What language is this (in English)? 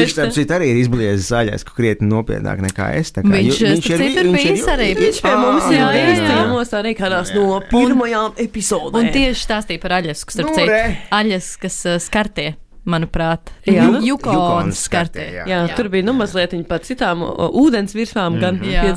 Latvian